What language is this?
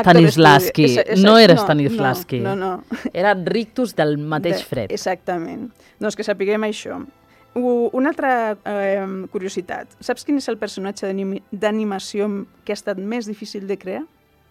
Catalan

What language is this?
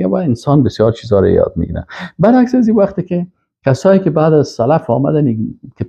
Persian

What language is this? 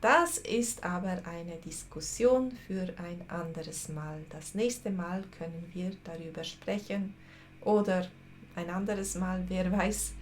Swiss German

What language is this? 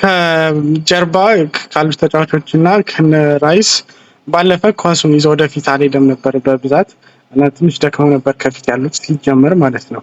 Amharic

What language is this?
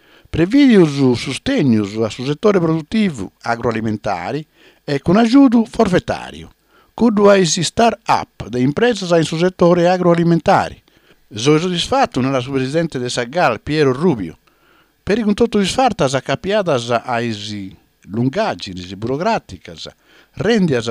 Sardinian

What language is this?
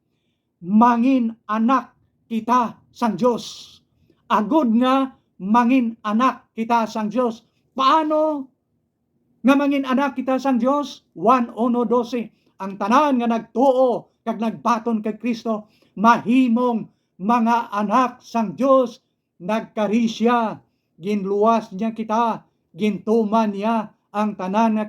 Hiligaynon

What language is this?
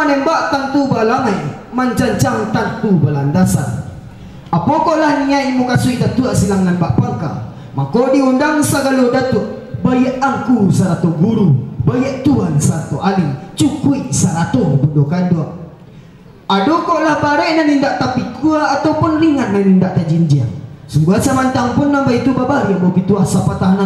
Minangkabau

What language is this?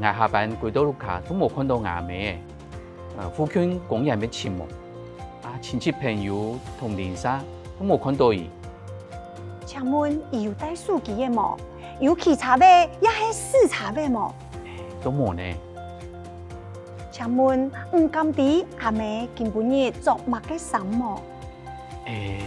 Hakka Chinese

